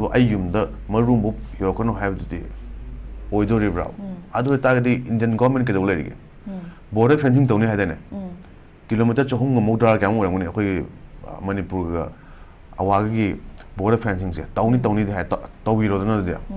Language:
Manipuri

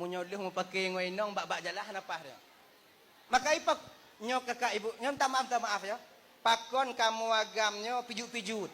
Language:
Achinese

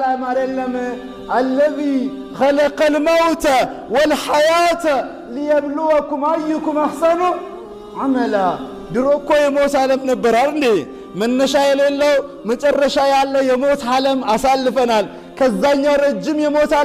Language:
Amharic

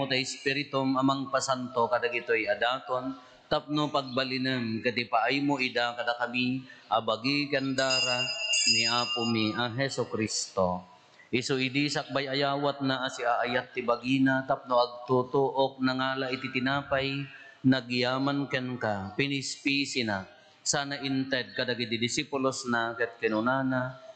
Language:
Iloko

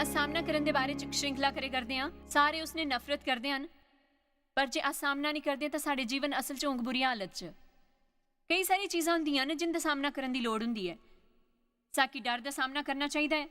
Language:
Dogri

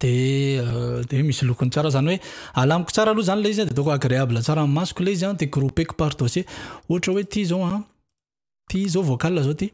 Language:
Malagasy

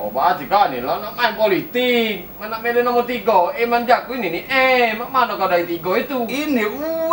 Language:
Musi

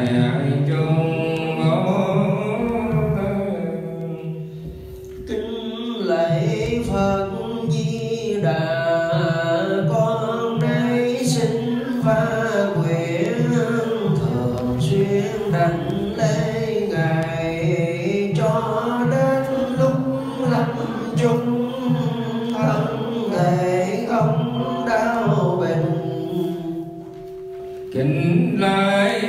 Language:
Vietnamese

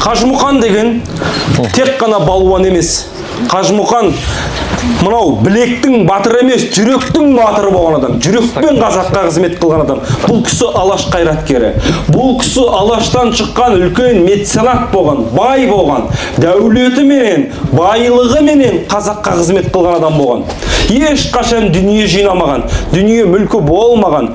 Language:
Kazakh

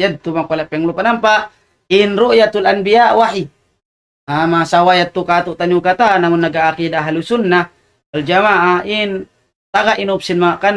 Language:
Tausug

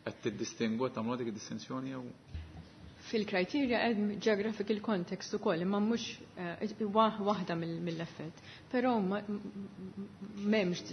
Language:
Maltese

